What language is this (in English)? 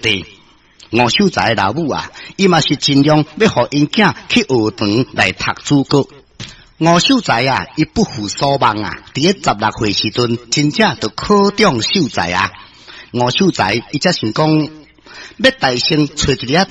Min Nan Chinese